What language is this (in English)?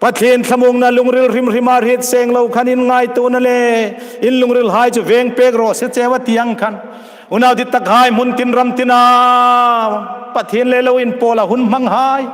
Hmar